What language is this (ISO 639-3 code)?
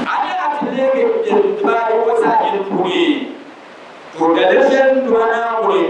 dag